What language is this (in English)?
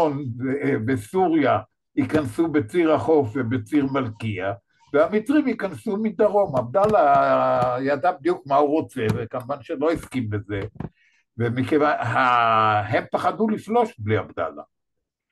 Hebrew